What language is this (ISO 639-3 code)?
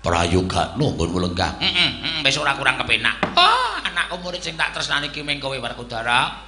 jav